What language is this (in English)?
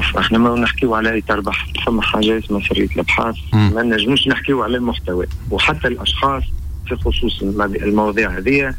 Tunisian Arabic